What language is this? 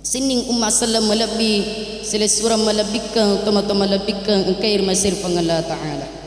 Buginese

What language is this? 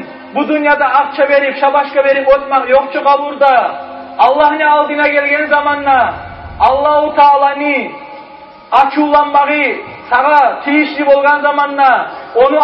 Kumyk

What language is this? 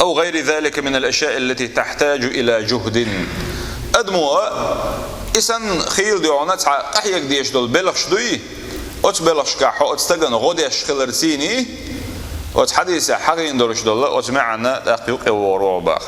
Chechen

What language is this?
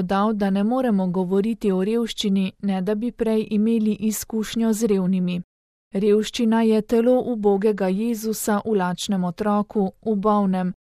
Slovenian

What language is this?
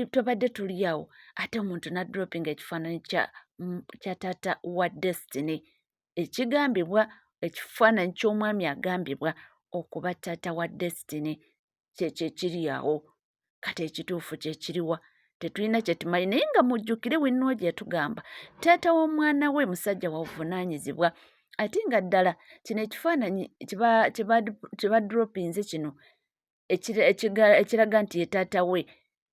Ganda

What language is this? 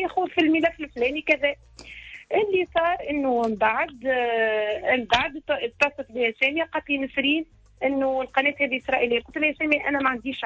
Tunisian Arabic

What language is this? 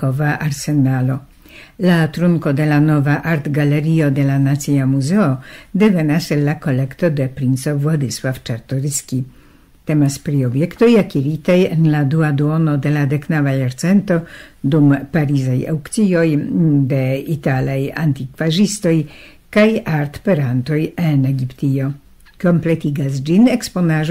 Esperanto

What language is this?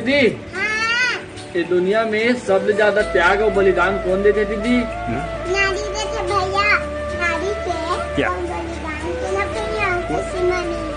Chhattisgarhi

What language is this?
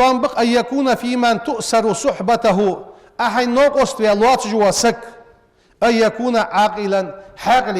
Ingush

